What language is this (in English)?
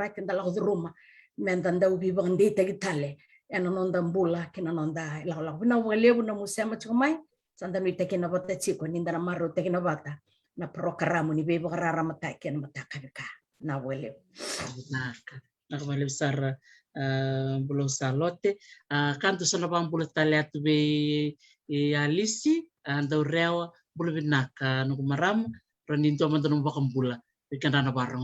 Fijian